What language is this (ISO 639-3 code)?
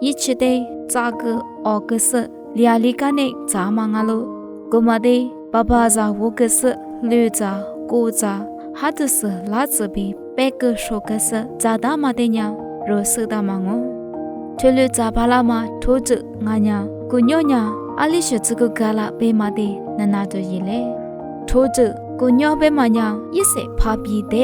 lis